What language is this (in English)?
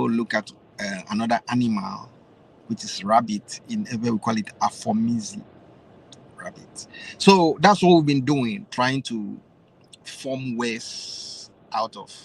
Ewe